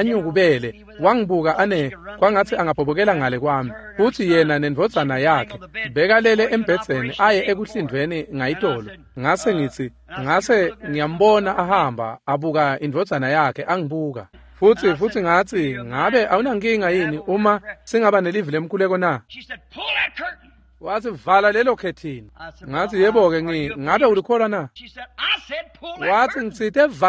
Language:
Swati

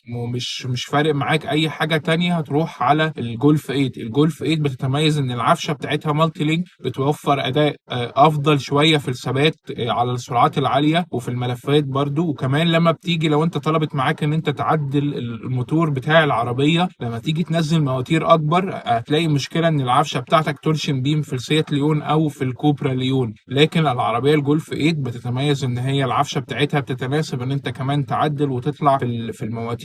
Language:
Egyptian Arabic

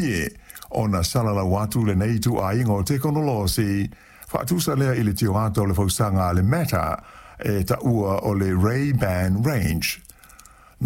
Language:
Samoan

